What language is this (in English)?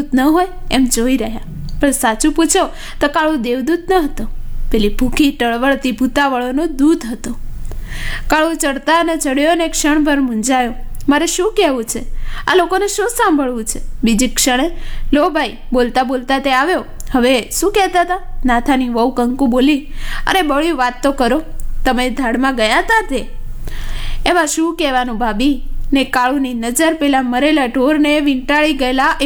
Gujarati